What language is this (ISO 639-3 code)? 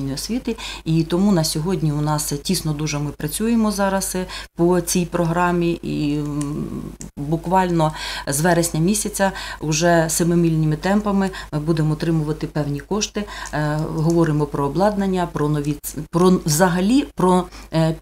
ukr